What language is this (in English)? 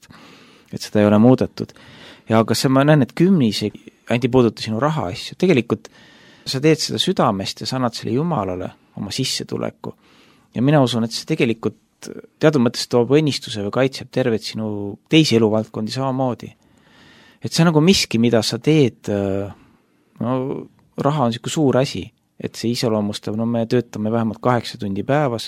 Estonian